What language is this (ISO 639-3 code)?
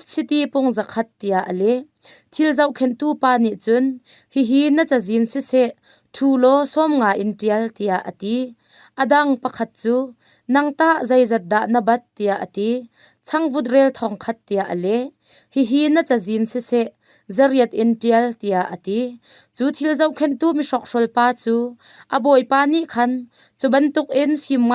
cnh